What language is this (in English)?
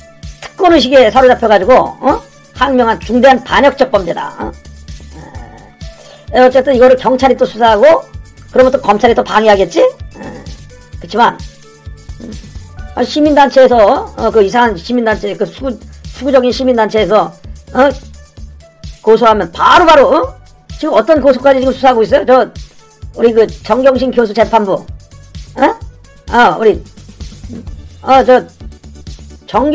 Korean